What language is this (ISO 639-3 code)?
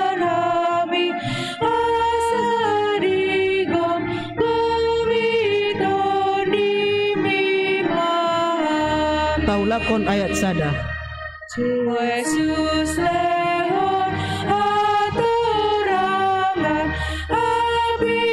bbc